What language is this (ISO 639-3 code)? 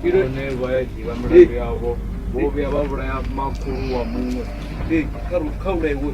ven